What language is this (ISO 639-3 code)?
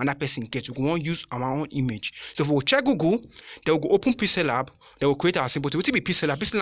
pcm